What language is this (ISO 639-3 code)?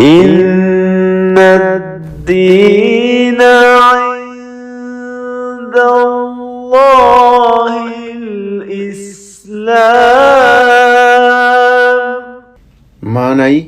div